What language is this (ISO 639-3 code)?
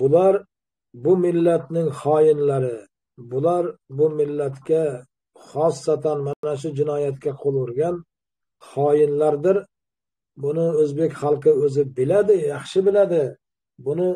uzb